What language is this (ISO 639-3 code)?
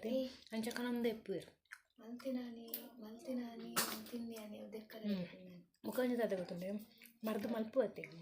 tcy